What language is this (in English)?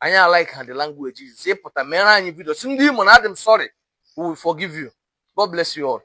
Igbo